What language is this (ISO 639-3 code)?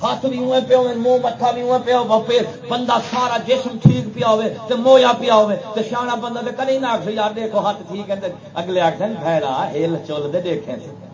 skr